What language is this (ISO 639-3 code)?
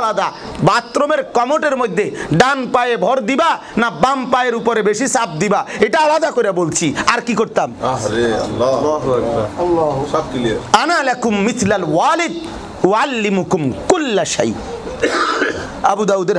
ben